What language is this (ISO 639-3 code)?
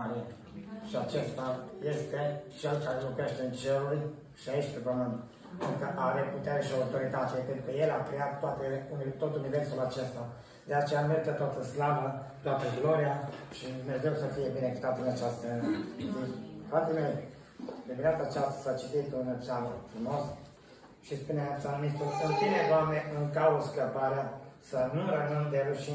ron